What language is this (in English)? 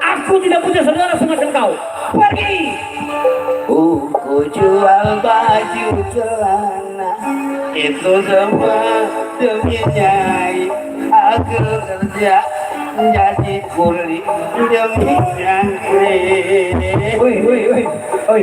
Betawi